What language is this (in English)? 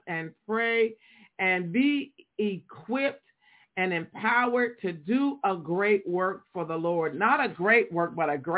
English